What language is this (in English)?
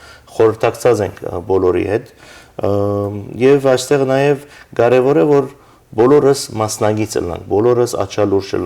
Western Armenian